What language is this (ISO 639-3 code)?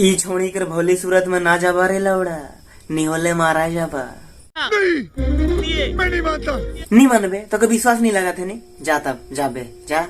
sck